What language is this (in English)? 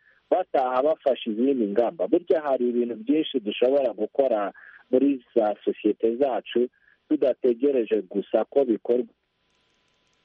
Kinyarwanda